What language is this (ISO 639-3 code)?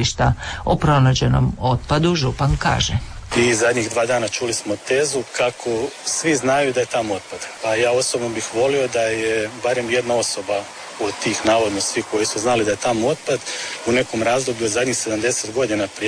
hrv